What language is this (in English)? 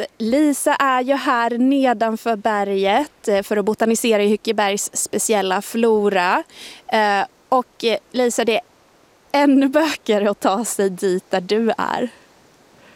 Swedish